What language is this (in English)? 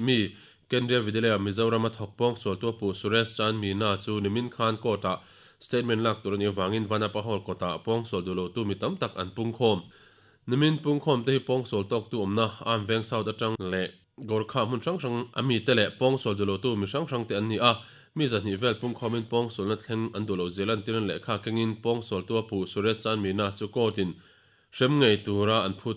Mizo